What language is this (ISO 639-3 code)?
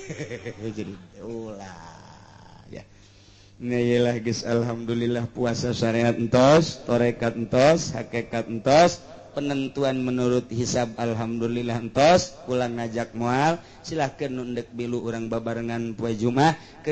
sun